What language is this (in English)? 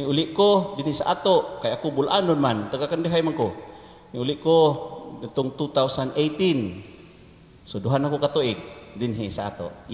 Cebuano